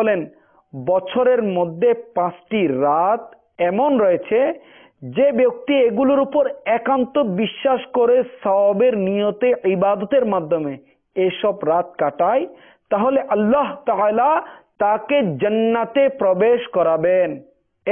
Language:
Bangla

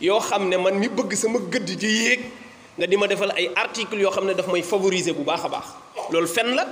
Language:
Wolof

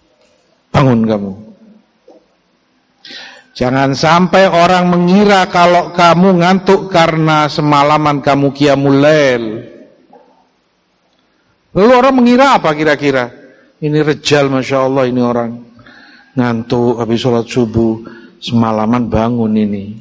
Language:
Indonesian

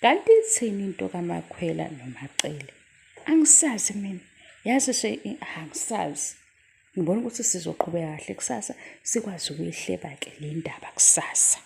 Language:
Zulu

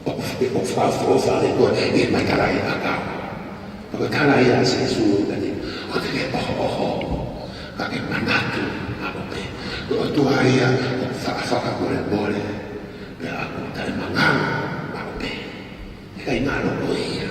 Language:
Tongan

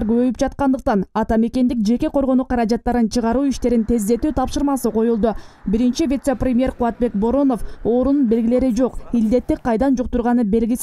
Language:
Kyrgyz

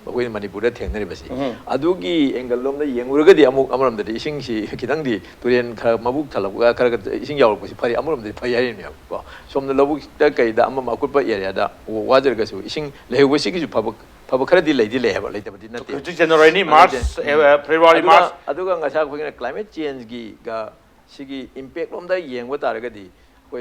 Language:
Manipuri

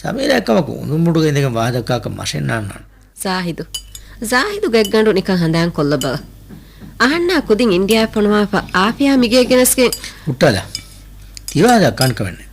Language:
Divehi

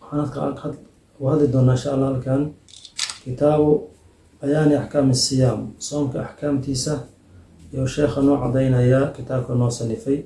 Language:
Somali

